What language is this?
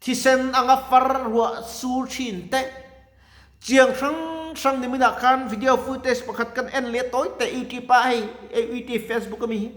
Mizo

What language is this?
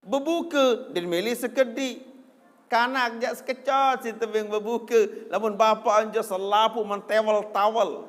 Sasak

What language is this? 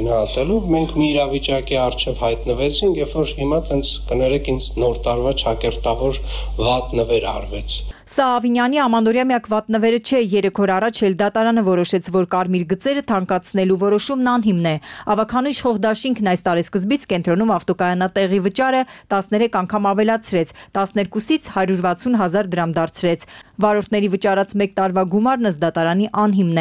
Armenian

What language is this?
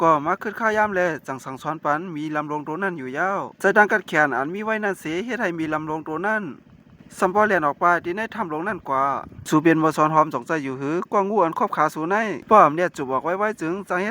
Shan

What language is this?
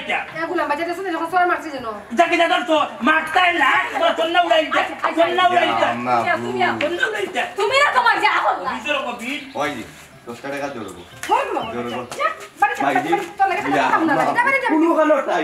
Sylheti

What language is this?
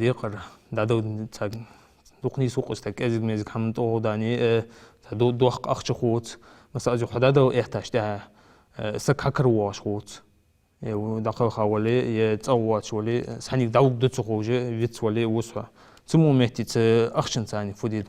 Ingush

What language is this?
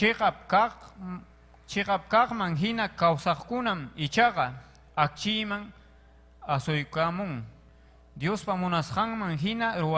Ayacucho Quechua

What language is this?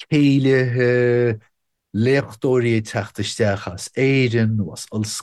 Irish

